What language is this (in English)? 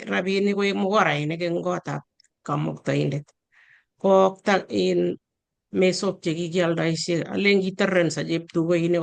Kalenjin